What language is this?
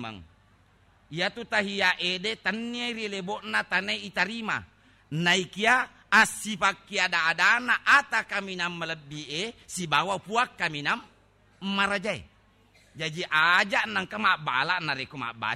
Buginese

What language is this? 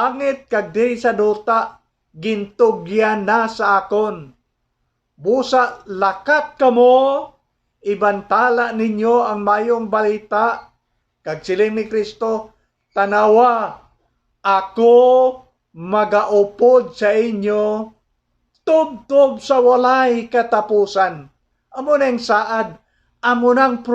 Hiligaynon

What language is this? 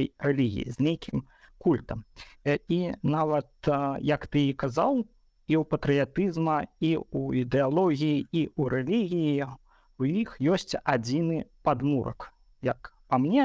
Belarusian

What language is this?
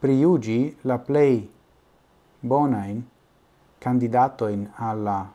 Esperanto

